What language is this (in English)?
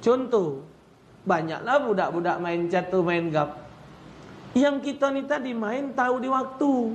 Musi